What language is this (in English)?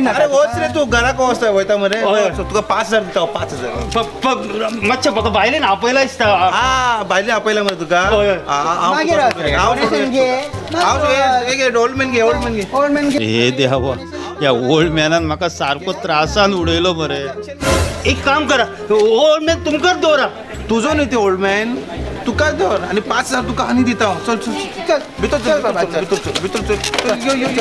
Konkani